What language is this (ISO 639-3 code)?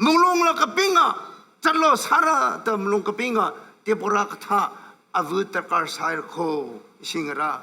nmf